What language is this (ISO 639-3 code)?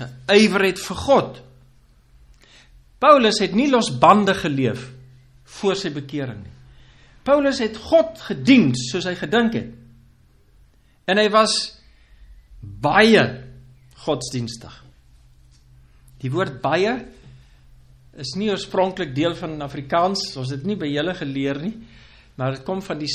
afr